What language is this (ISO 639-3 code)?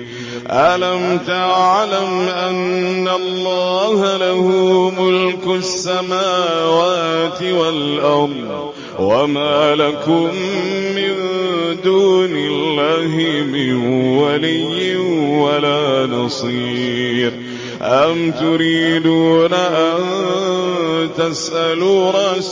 ara